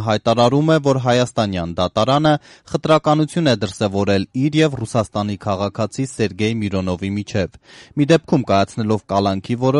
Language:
Armenian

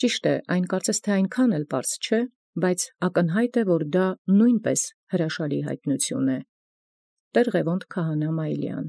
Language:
Armenian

